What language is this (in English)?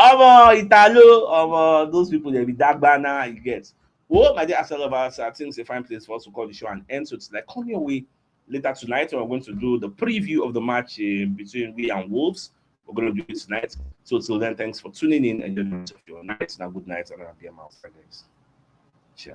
Nigerian Pidgin